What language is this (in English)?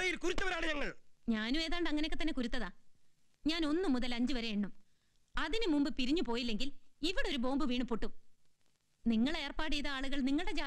Malayalam